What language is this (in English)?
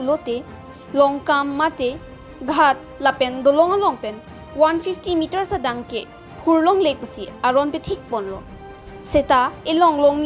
Karbi